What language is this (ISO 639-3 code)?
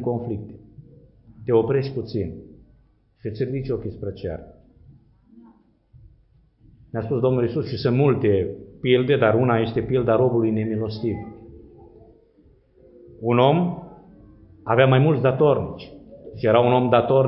ron